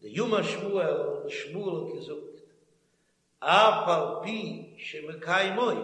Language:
Yiddish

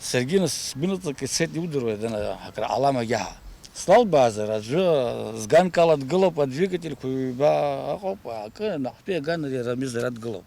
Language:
Abkhazian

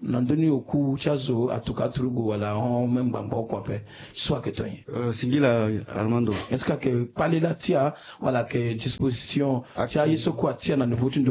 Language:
Sango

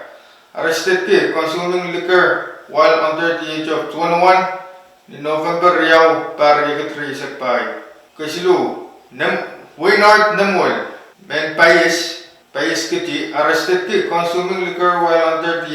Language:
Pohnpeian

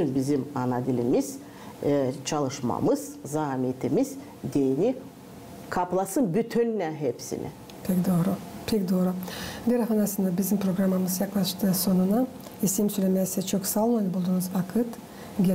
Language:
Gagauz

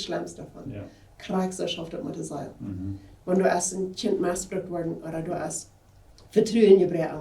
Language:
Plautdietsch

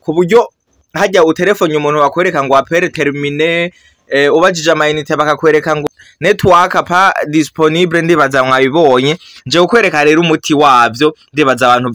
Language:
Rundi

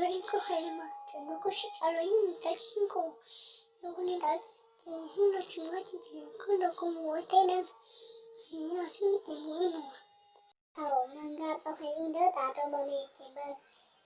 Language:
Hmong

